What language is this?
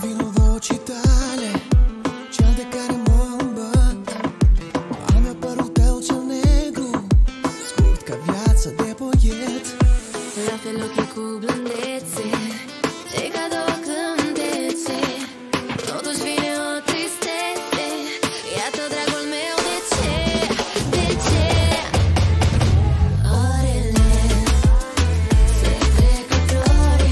Romanian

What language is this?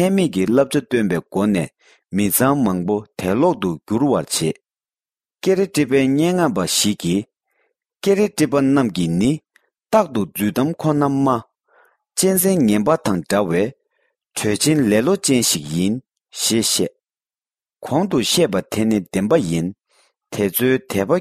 Tibetan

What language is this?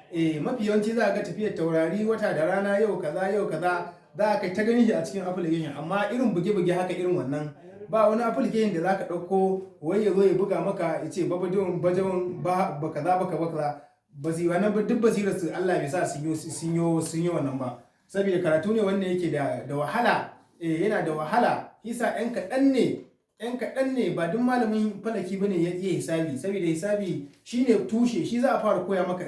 Hausa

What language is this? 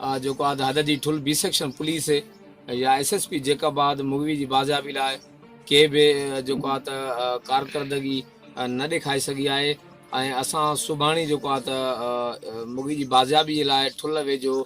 Sindhi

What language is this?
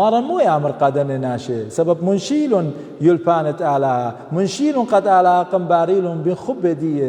Assyrian Neo-Aramaic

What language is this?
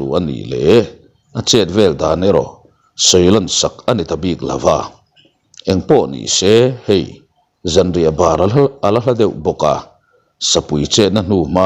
Mizo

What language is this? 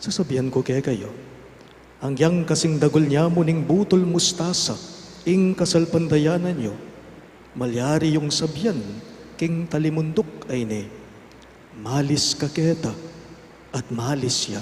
Pampanga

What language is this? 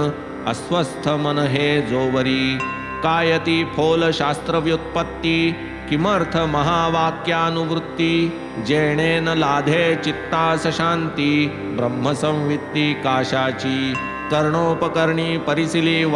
Marathi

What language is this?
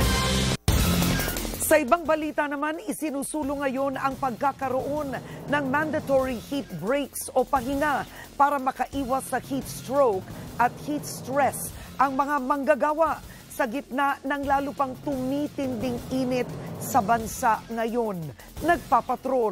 Filipino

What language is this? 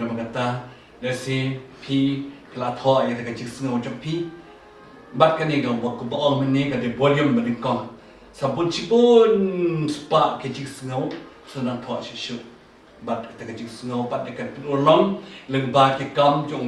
Khasi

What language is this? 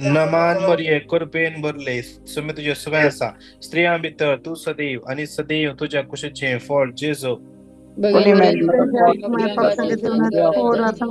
Konkani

